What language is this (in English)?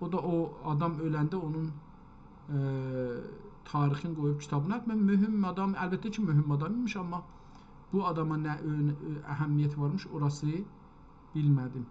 South Azerbaijani